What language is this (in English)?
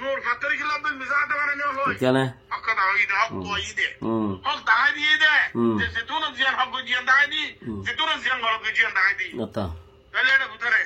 Rohingya